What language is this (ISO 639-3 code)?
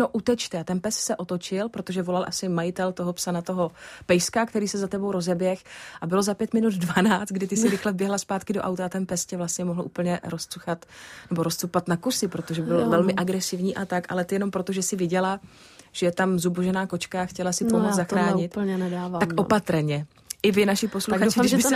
ces